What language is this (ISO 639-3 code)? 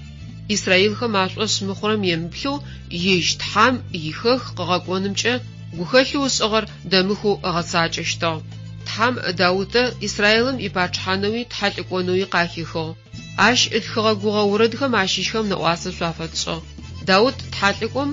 ady